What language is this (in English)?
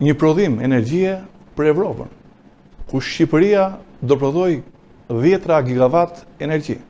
Albanian